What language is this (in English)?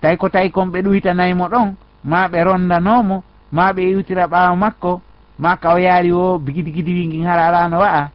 Fula